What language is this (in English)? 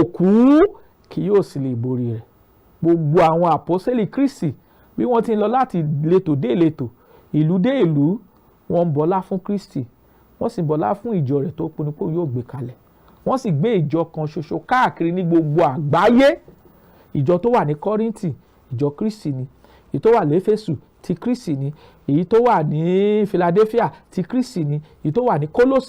Yoruba